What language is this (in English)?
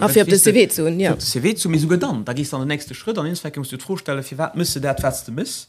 Luxembourgish